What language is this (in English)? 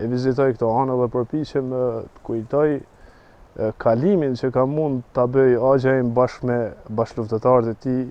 Albanian